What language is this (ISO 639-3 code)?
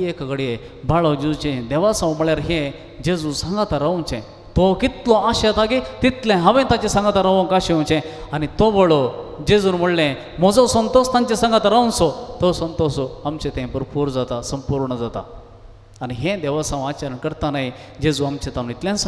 kok